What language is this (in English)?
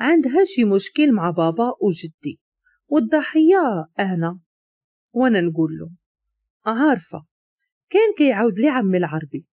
Moroccan Arabic